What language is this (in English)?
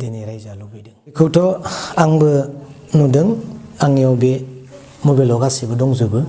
Bodo